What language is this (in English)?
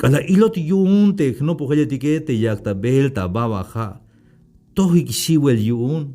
Tzeltal